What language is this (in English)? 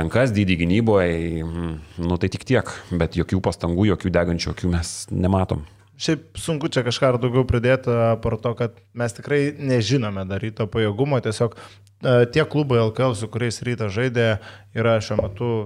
Lithuanian